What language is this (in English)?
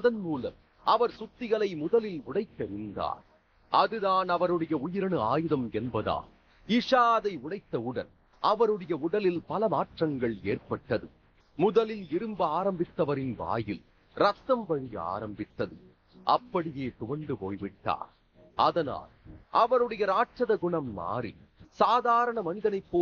Tamil